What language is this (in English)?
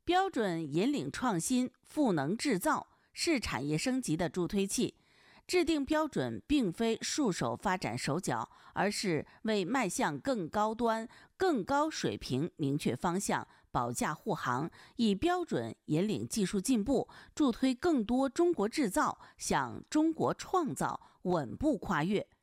Chinese